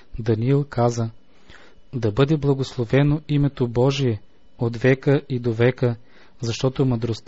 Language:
Bulgarian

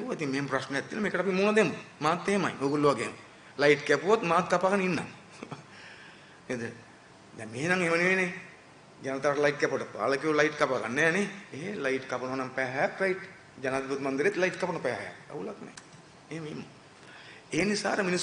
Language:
Sinhala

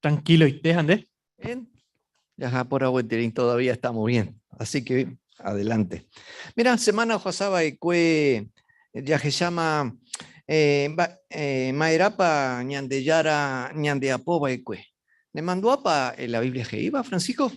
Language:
Guarani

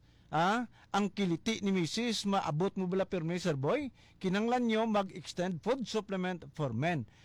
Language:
Hiligaynon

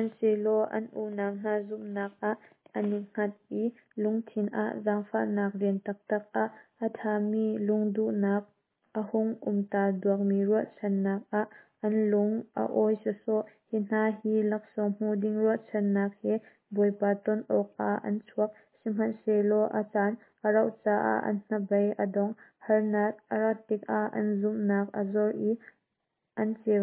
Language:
Hakha Chin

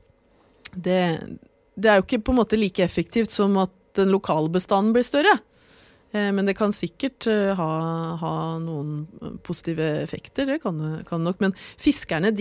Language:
Norwegian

